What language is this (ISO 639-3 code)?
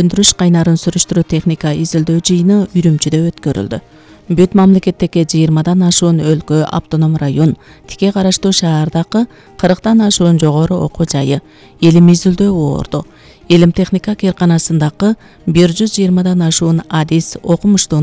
kir